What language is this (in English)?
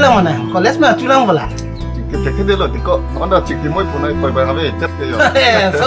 Karbi